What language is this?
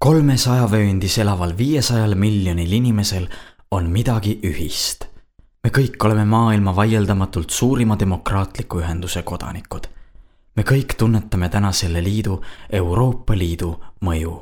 Estonian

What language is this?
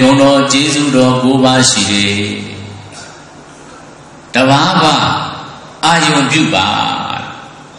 Burmese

